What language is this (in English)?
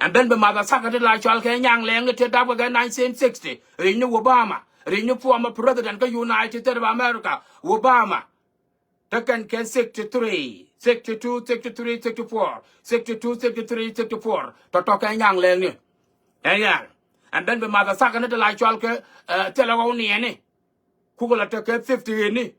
Nuer